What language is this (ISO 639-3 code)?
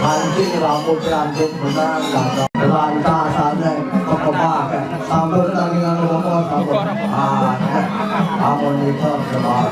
ban